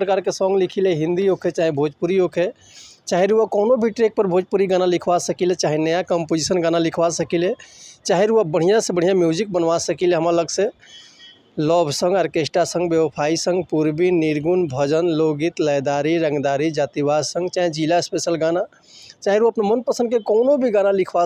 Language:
Bhojpuri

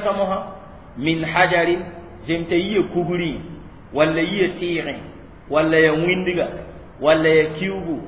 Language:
Mossi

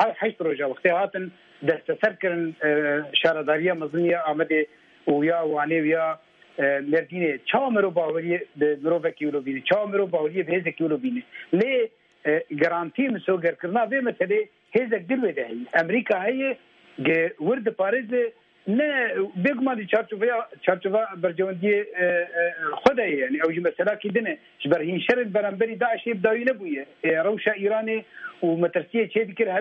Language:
Kurdish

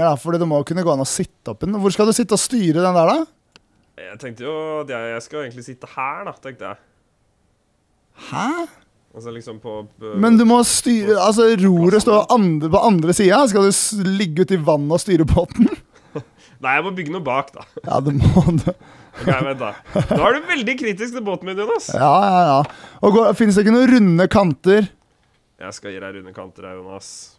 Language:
Norwegian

